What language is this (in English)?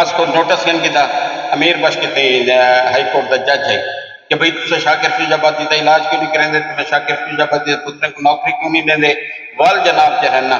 Saraiki